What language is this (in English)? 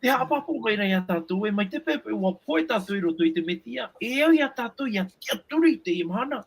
Tahitian